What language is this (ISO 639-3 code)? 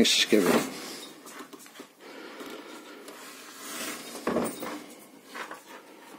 ell